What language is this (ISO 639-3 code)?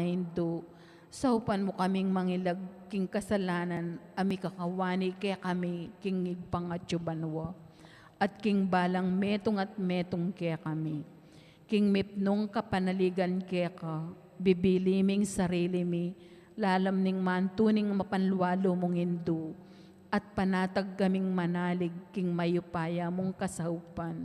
pam